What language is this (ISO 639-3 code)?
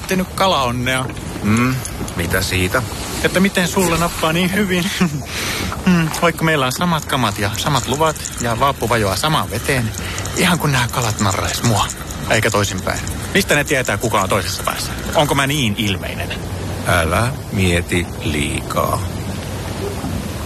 fin